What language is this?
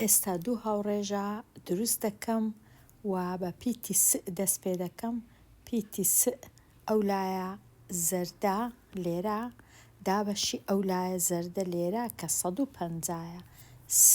Central Kurdish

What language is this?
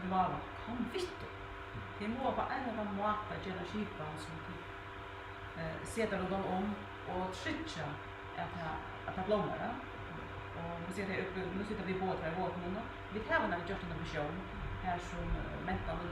Faroese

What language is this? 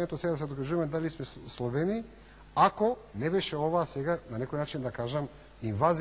Macedonian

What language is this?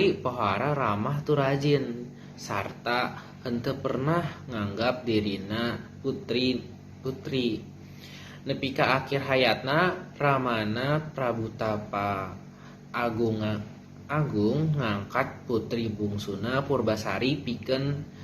Sundanese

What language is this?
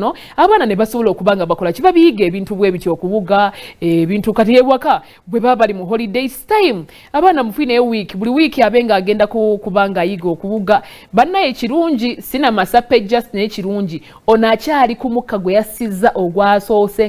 Ganda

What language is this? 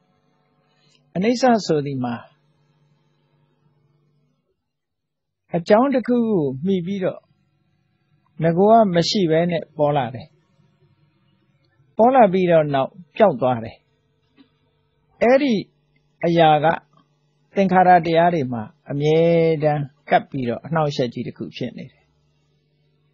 Burmese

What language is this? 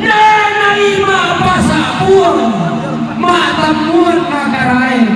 Toraja-Sa'dan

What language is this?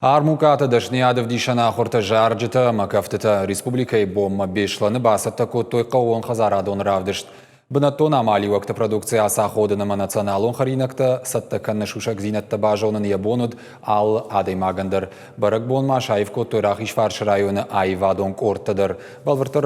Ossetic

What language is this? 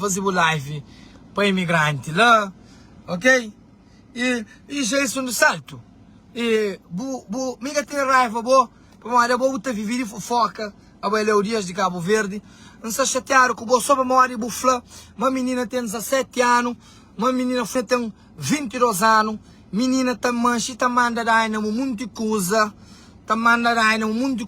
Kabuverdianu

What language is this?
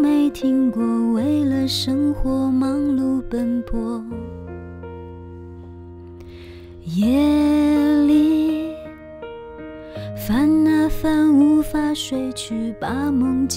Chinese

